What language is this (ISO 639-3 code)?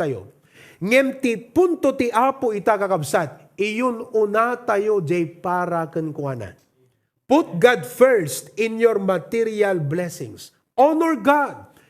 ilo